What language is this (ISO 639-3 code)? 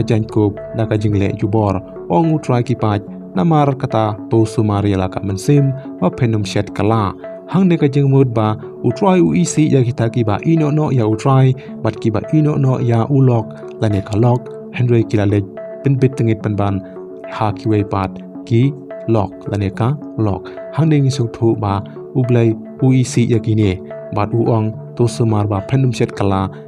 kha